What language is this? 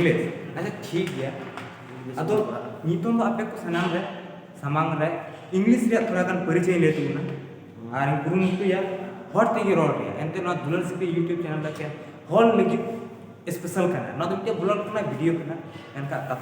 Santali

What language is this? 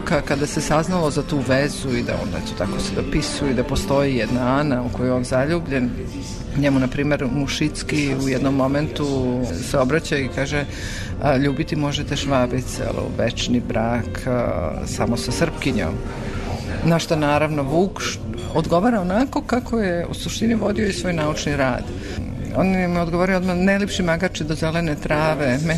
Serbian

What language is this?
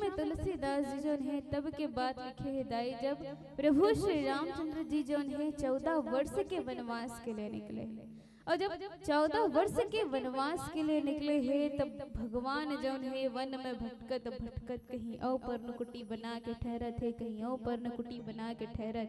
Chhattisgarhi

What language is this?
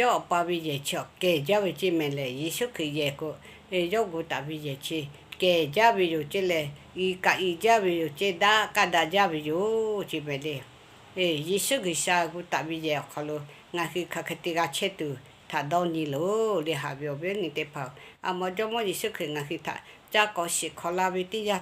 Lahu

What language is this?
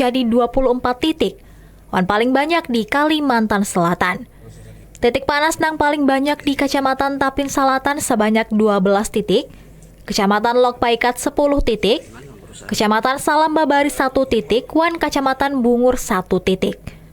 Banjar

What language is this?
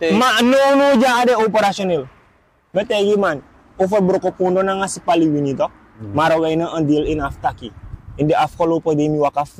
Sranan Tongo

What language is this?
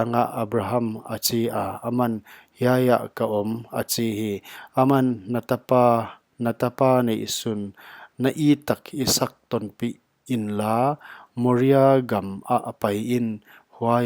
Paite Chin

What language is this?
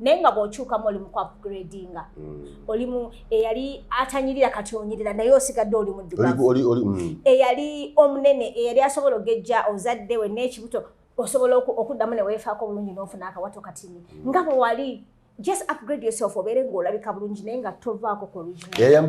Ganda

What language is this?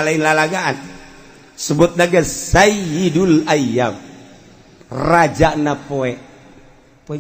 Sundanese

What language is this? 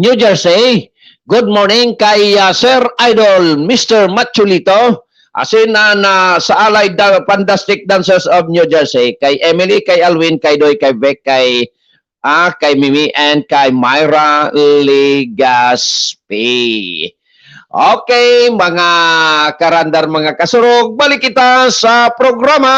Bikol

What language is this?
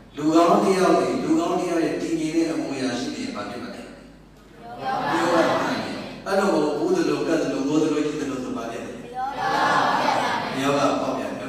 Burmese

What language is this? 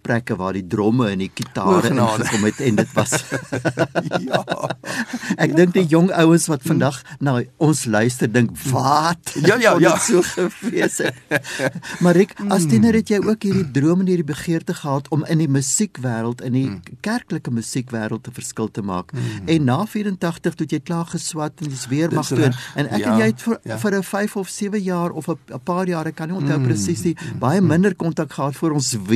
Afrikaans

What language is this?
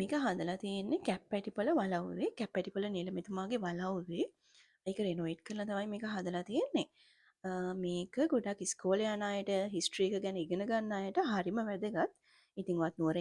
Sinhala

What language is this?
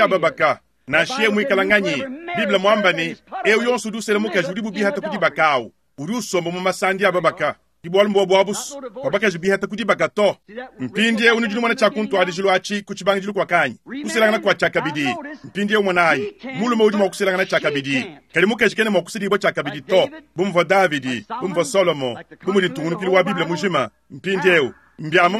Luba-Lulua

